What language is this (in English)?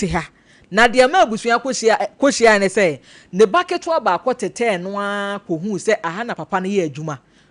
Akan